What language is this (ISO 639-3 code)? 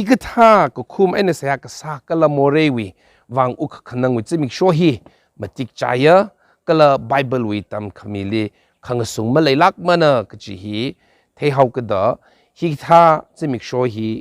nmf